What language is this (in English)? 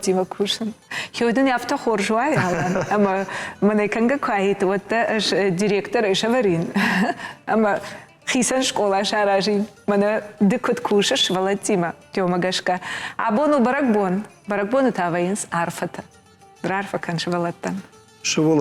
Ossetic